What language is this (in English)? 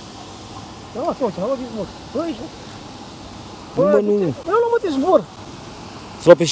Romanian